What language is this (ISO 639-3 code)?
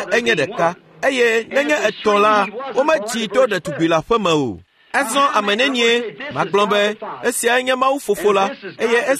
ewe